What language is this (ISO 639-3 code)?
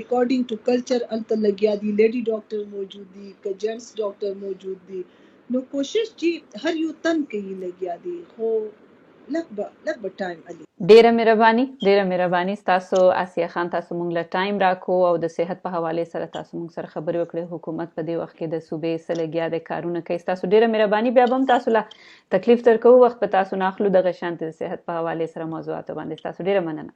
pus